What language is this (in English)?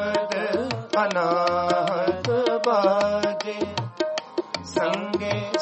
Punjabi